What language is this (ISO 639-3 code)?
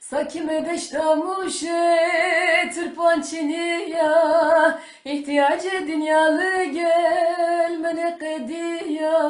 zza